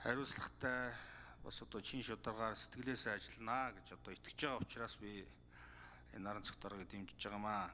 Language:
Mongolian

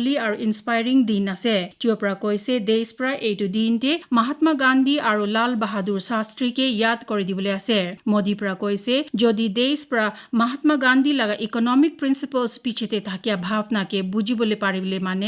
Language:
Naga Pidgin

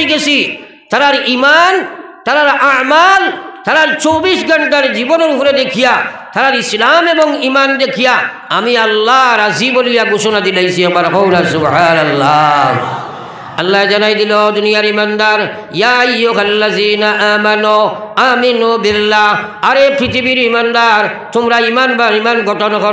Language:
Sylheti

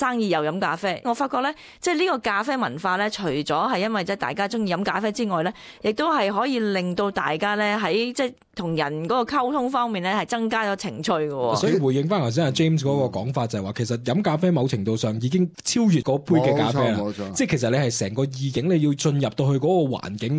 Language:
Cantonese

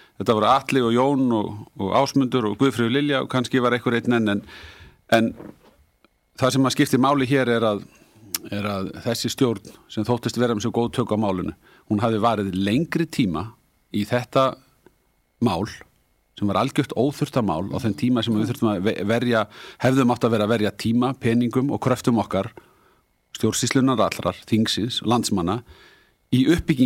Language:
Icelandic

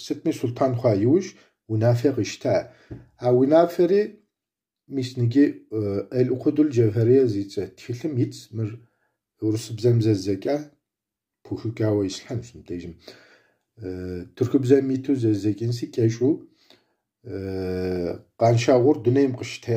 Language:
Kabardian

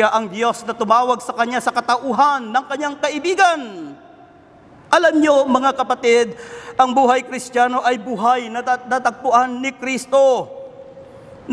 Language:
Filipino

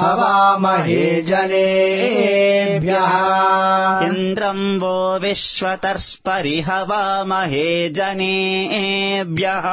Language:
Sanskrit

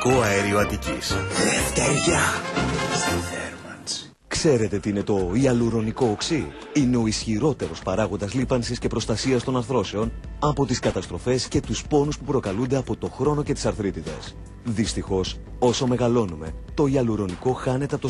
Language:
Greek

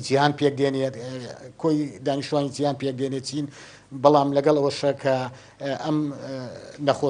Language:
Central Kurdish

